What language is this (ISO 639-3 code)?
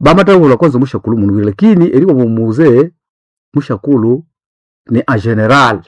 nnb